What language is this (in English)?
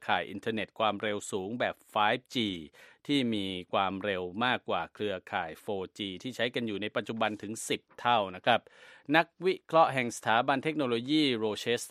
Thai